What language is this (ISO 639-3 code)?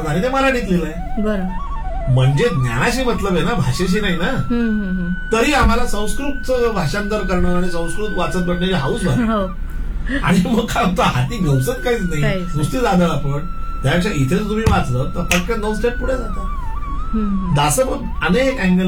mar